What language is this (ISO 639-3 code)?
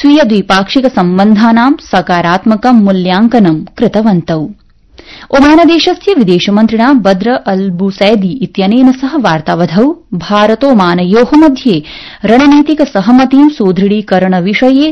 san